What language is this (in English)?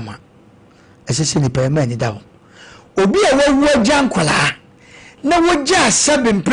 Akan